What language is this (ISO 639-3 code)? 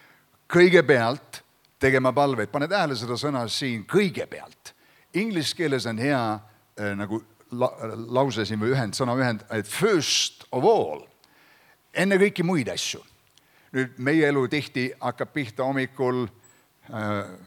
est